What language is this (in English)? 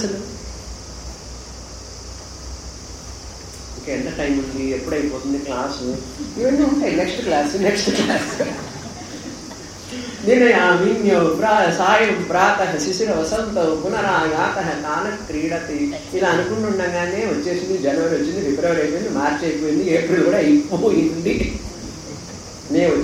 Telugu